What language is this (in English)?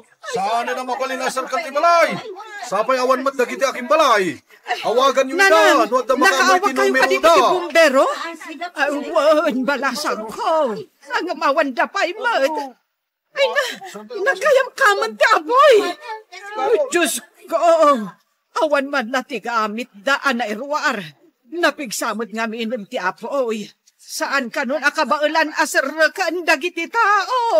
Iloko